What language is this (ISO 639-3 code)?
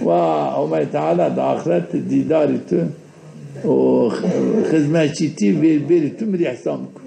zza